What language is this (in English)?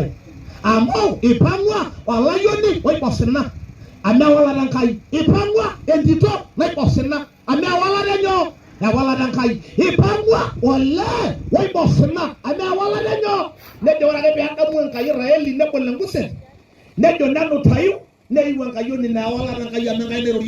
Masai